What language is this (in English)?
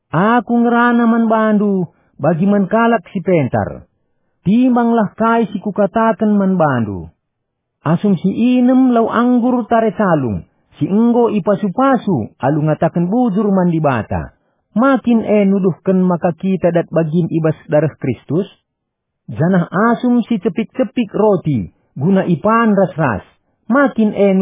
Batak Karo